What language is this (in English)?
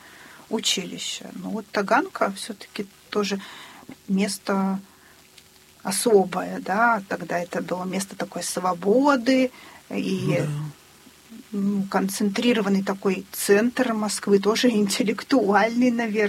Russian